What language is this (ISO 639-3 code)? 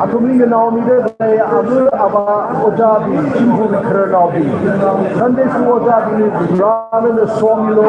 nmf